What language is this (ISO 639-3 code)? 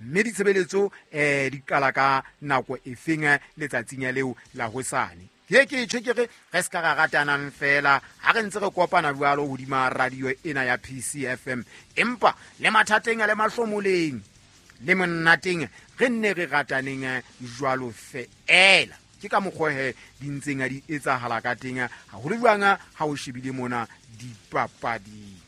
sot